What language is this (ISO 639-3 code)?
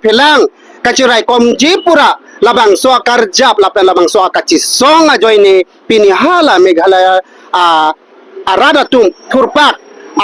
mjw